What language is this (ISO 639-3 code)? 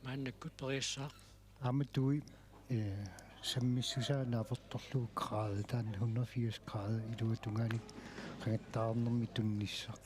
kal